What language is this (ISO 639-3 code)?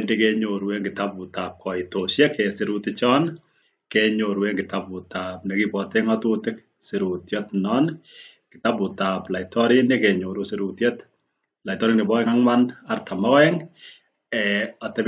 kln